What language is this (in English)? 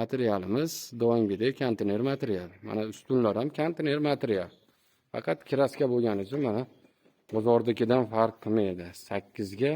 Uzbek